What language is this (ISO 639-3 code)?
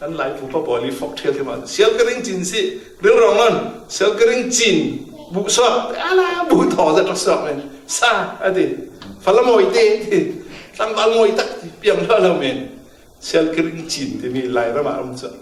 cfm